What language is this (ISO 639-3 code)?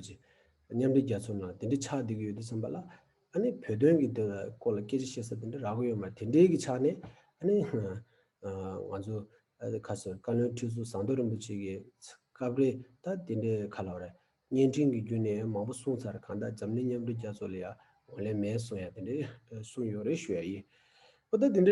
bod